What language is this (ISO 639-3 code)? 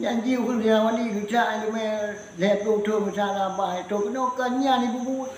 ace